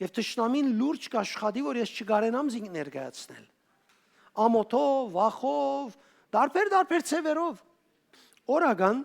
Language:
Western Armenian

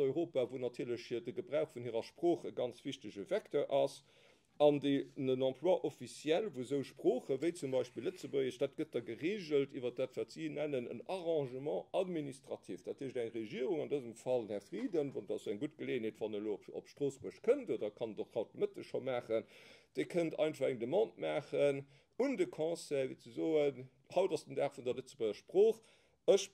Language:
Luxembourgish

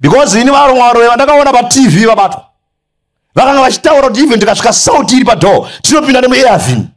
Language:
Shona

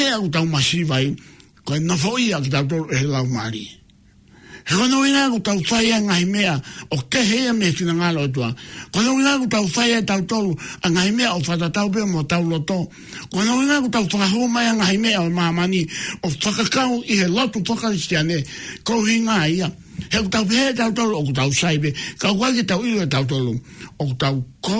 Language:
Tongan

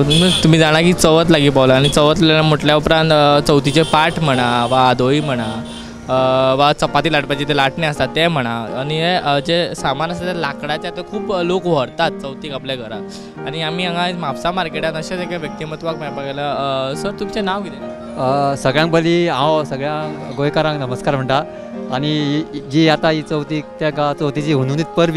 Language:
Konkani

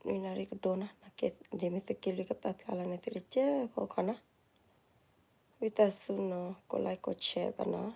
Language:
S'gaw Karen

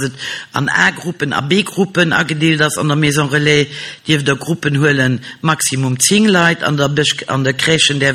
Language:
Luxembourgish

